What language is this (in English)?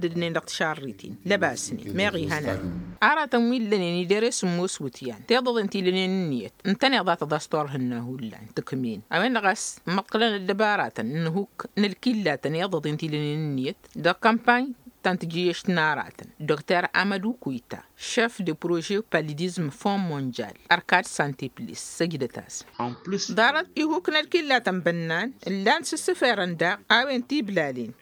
Tamasheq